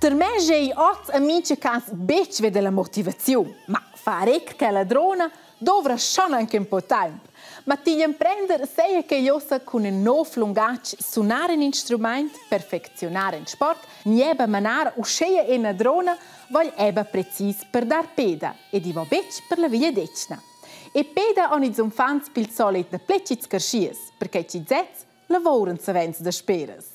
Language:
Romansh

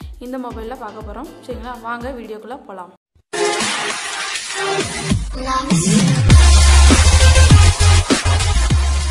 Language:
Tamil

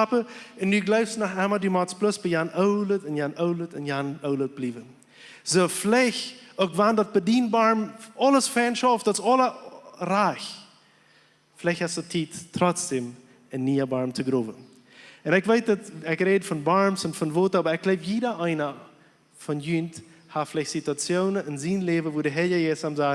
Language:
Plautdietsch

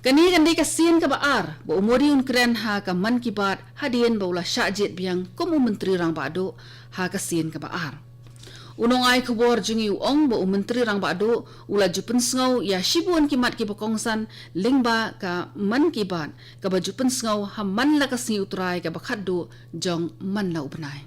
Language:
Khasi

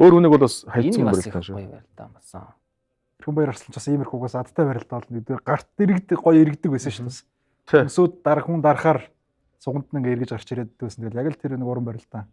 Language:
Mongolian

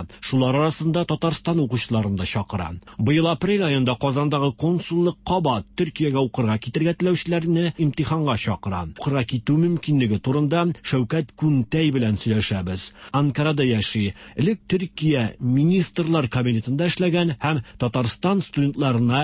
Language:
Tatar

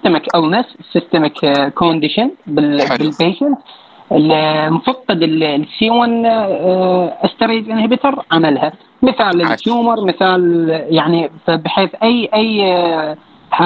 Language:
Mesopotamian Arabic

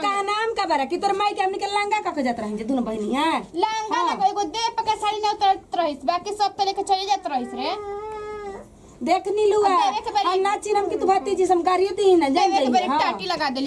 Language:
Bhojpuri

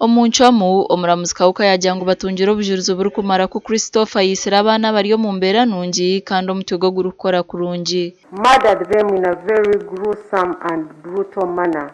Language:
Nyankole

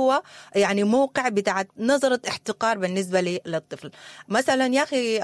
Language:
Sudanese Arabic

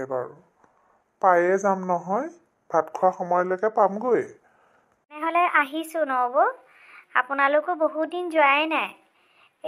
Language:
Assamese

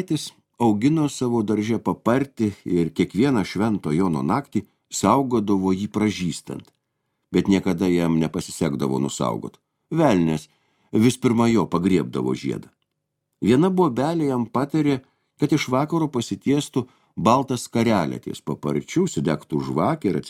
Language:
Lithuanian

